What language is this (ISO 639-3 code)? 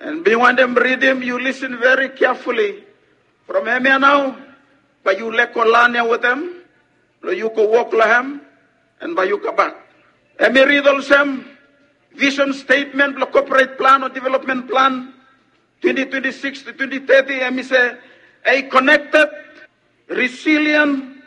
bis